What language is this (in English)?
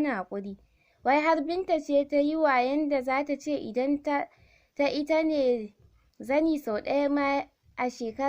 Hausa